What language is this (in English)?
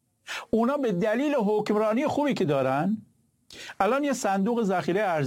Persian